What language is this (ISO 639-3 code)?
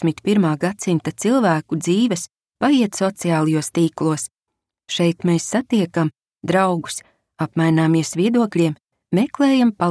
lav